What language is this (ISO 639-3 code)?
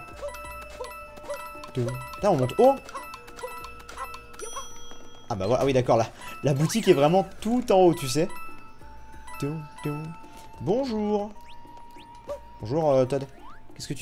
fra